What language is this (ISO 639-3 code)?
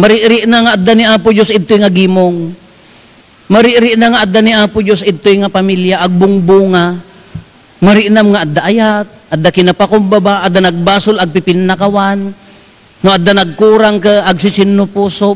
ilo